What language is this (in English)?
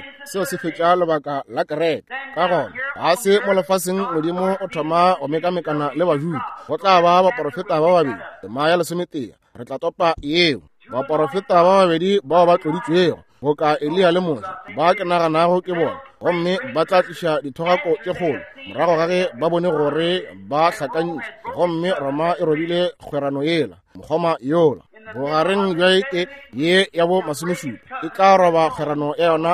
Northern Sotho